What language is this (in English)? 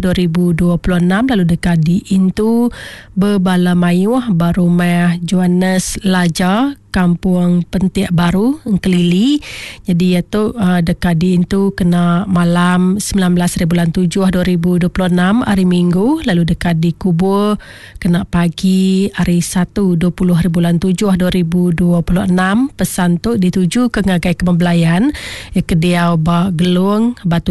Iban